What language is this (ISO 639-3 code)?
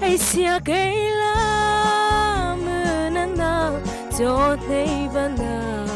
mrh